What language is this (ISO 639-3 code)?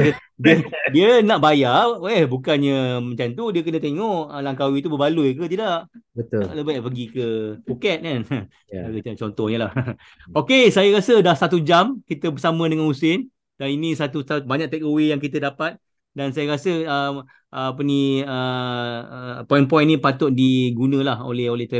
msa